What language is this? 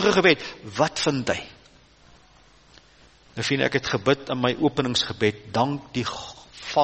Afrikaans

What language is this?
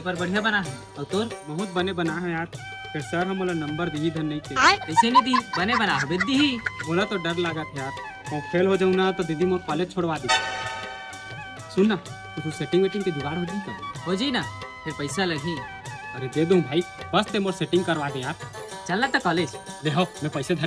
Chhattisgarhi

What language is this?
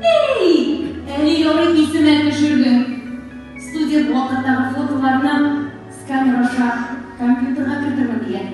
Tatar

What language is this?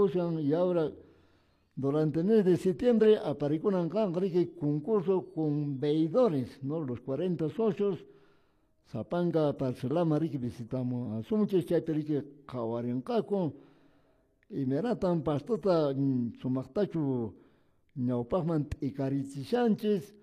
Quechua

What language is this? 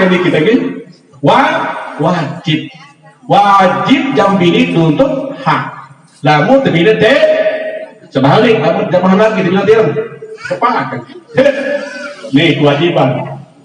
Sasak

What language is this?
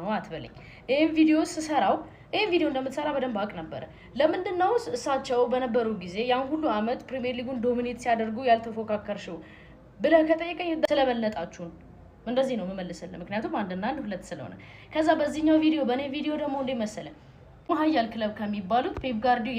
Amharic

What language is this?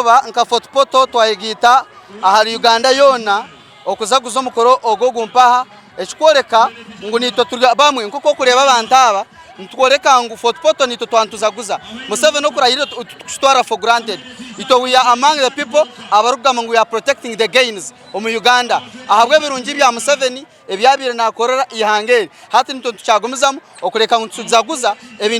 Nyankole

